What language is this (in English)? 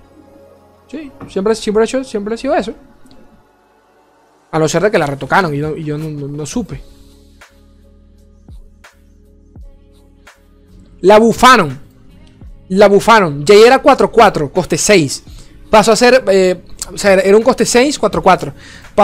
Spanish